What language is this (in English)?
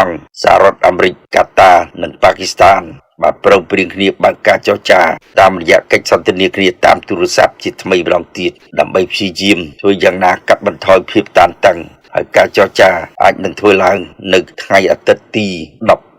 Khmer